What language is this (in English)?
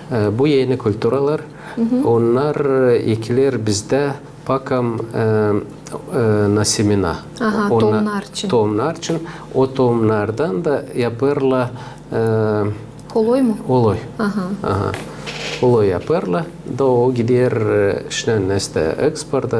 Gagauz